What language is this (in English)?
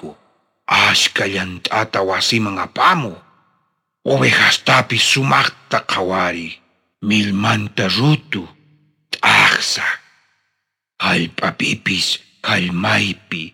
South Bolivian Quechua